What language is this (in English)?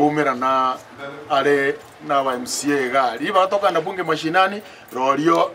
Gusii